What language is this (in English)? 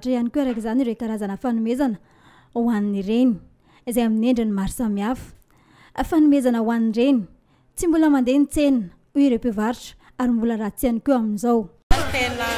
Malagasy